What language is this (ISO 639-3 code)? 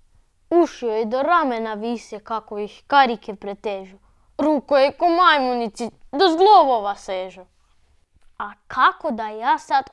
hrv